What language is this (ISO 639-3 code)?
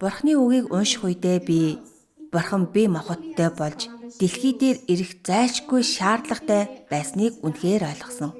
mon